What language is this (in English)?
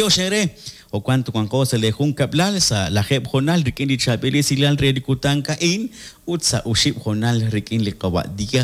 Kekchí